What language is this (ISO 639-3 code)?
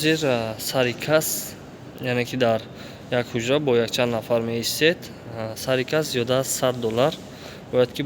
tgk